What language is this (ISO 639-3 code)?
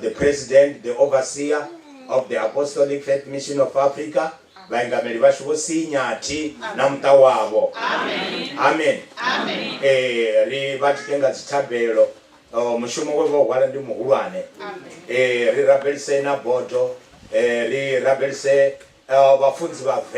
ven